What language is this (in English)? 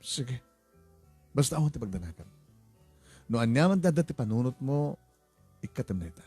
Iloko